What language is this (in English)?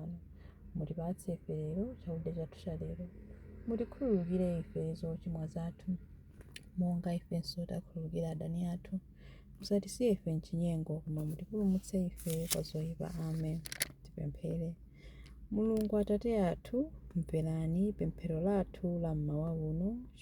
Nyanja